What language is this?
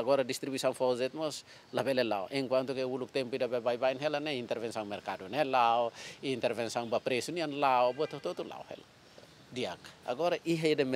Tetum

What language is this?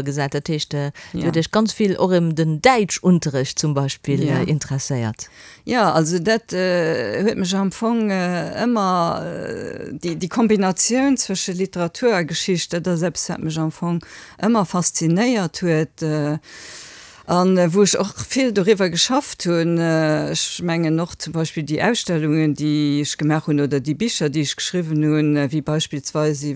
Luxembourgish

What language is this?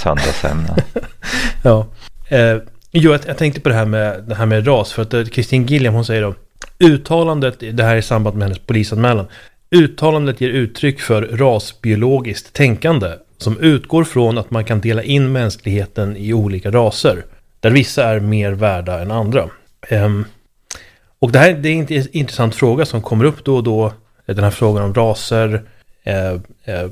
Swedish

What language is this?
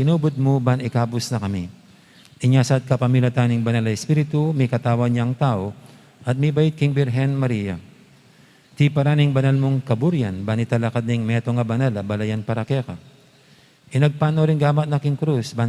Pampanga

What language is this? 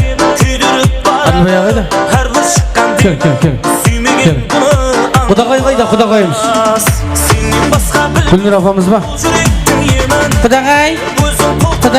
Kara-Kalpak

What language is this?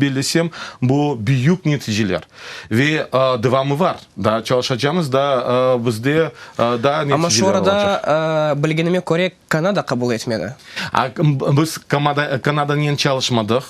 Crimean Tatar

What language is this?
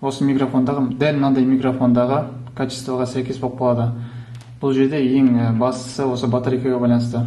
Kazakh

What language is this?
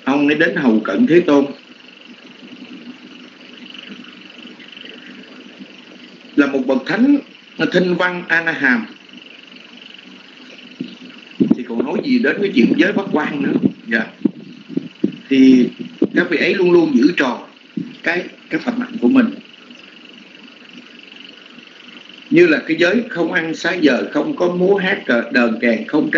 Vietnamese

